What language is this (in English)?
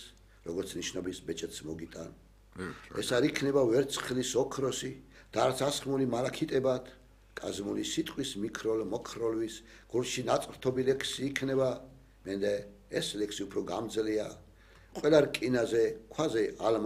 Georgian